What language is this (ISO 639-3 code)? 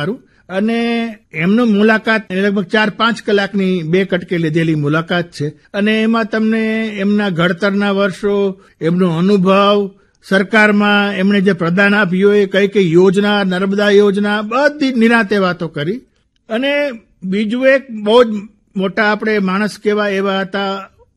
guj